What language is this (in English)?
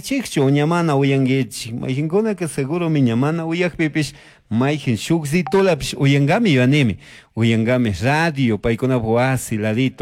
Chimborazo Highland Quichua